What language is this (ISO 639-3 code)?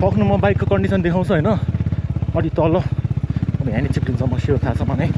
nep